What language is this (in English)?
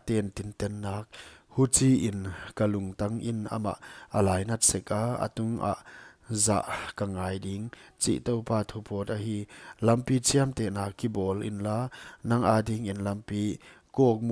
Paite Chin